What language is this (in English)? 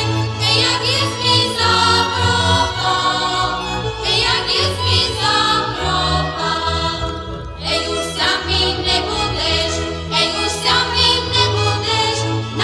Rusyn